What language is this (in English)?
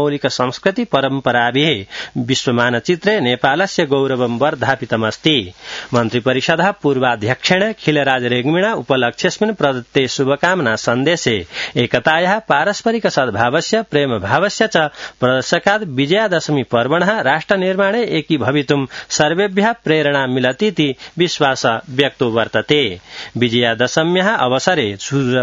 Sanskrit